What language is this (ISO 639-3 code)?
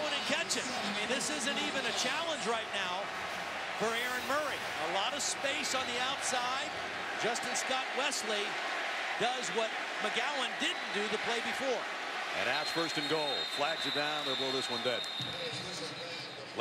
eng